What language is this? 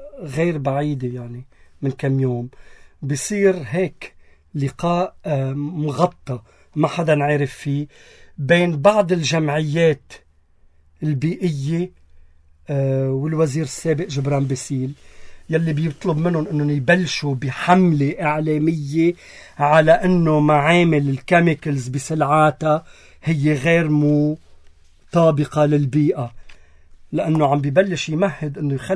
North Levantine Arabic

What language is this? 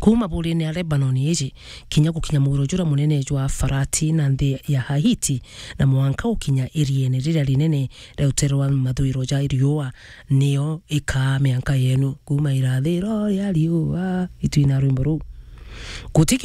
Meru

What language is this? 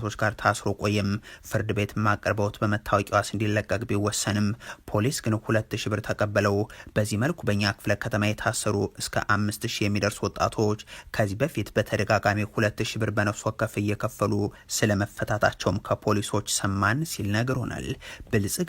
Amharic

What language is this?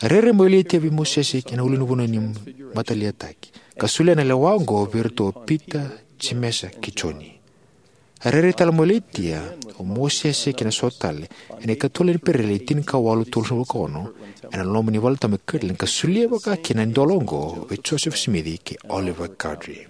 Fijian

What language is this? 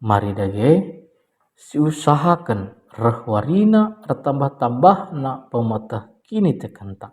Batak Karo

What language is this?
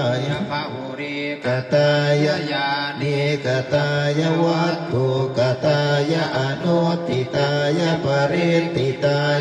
Pali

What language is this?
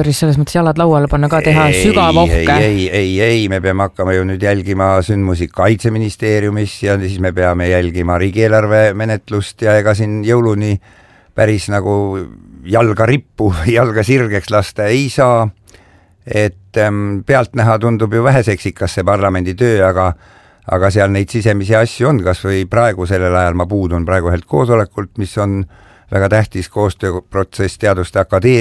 Estonian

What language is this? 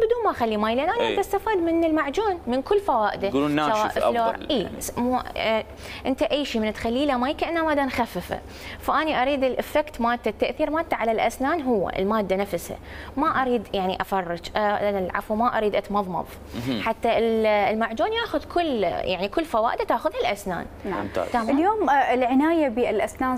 Mesopotamian Arabic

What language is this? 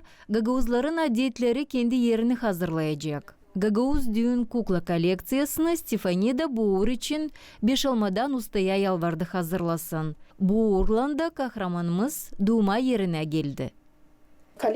Gagauz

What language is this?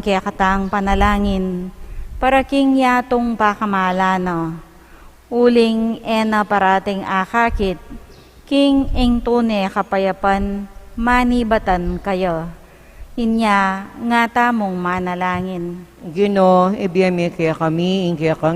Pampanga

